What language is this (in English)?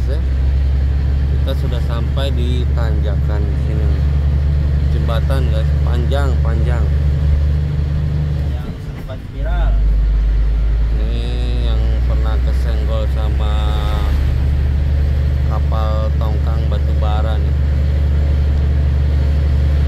Indonesian